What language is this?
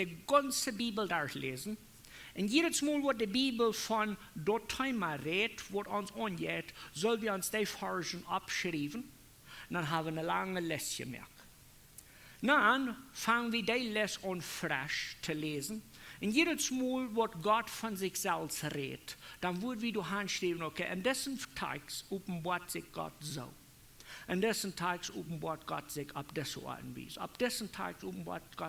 Plautdietsch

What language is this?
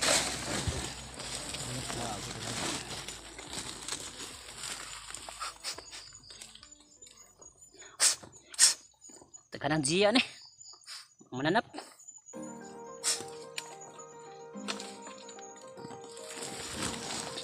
Indonesian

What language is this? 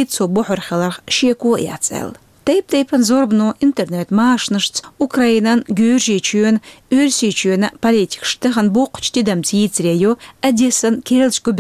Chechen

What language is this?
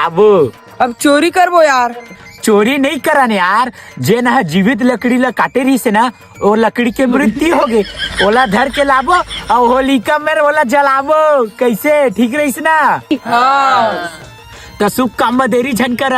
Chhattisgarhi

